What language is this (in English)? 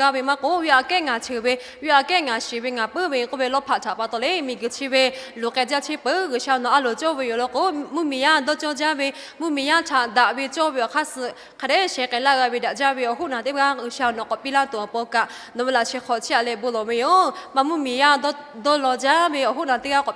Lahu